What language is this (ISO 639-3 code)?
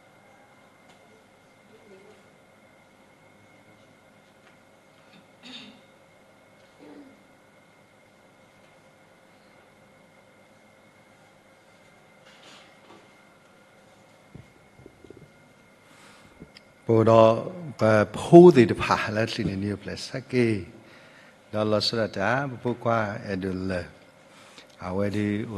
ksw